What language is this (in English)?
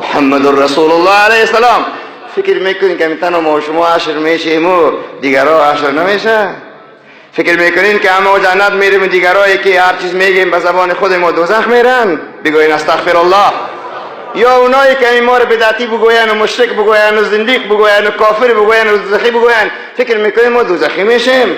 Tajik